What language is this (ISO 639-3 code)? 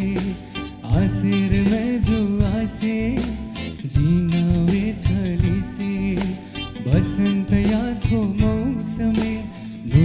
new